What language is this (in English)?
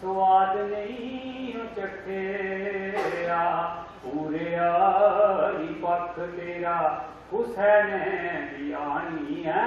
Dogri